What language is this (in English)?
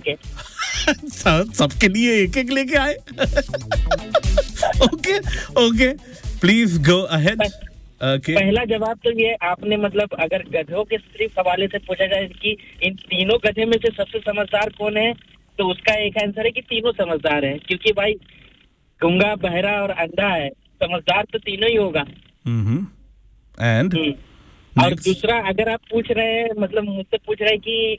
Hindi